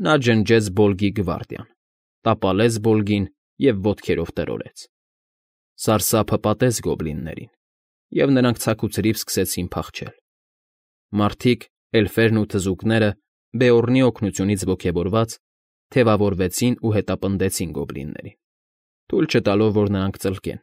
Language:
Armenian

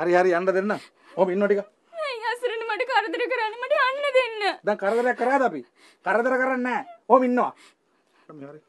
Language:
Sinhala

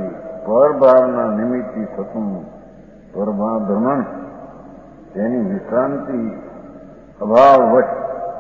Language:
Gujarati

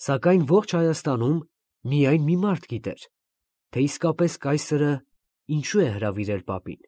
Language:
Armenian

